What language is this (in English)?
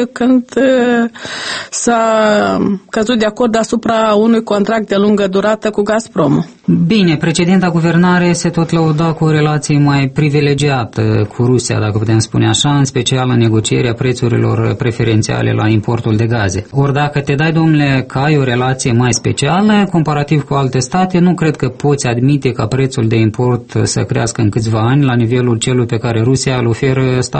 Romanian